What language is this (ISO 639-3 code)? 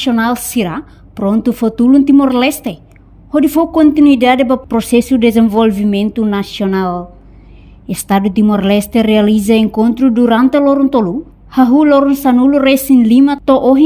tet